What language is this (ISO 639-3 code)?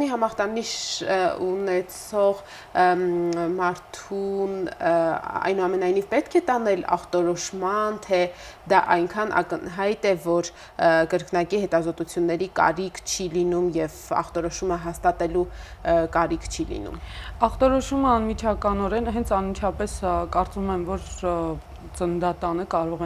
hye